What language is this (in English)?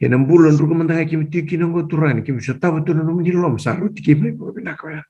Fijian